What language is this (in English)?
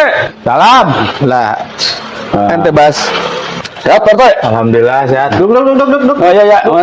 Betawi